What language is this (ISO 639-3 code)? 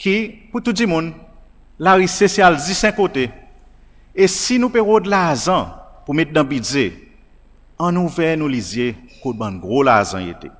crs